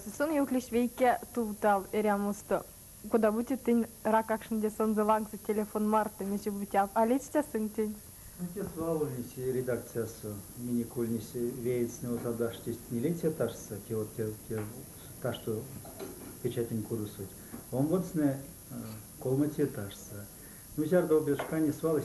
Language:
Erzya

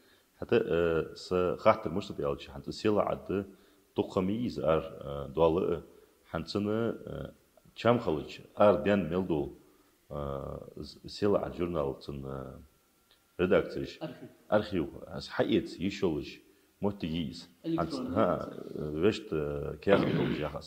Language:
Ingush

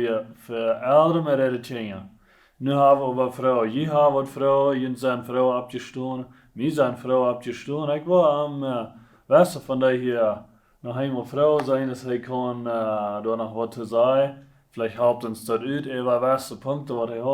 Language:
Plautdietsch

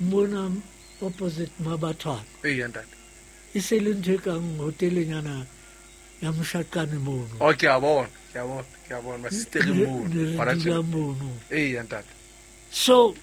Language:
Southern Sotho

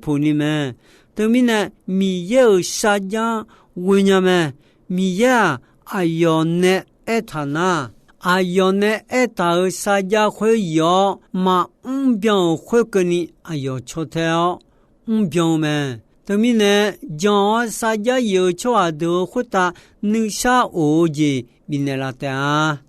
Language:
Akha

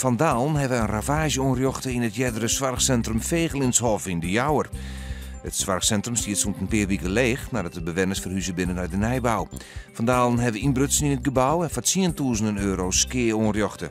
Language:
Western Frisian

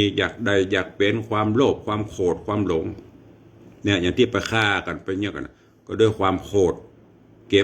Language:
Northern Thai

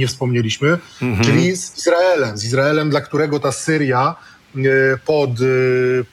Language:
Polish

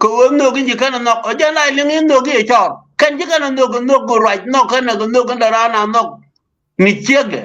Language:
Nuer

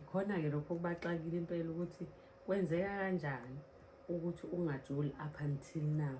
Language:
Zulu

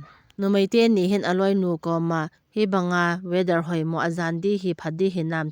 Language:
Thado Chin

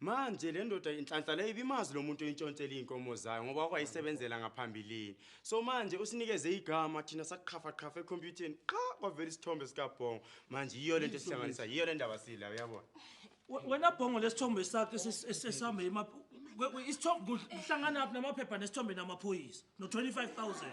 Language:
Zulu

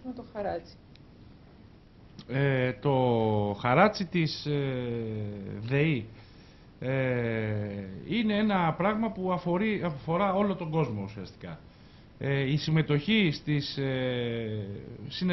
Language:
Greek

